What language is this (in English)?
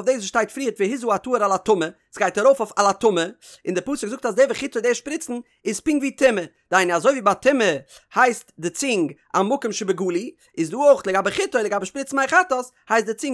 Yiddish